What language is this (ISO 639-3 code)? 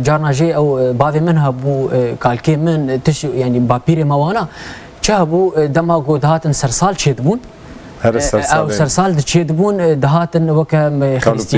kur